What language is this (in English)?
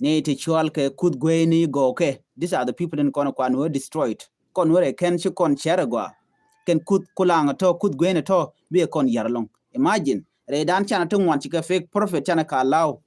Nuer